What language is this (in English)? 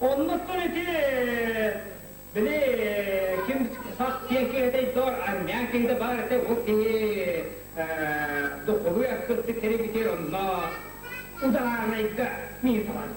Yakut